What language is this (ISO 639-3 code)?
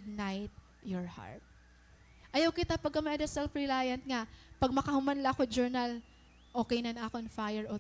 war